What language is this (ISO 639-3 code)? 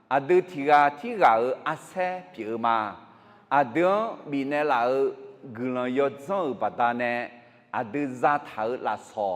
ahk